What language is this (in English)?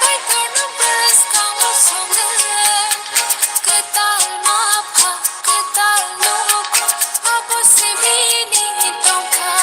Kok Borok